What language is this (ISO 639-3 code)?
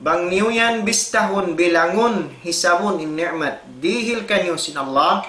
tsg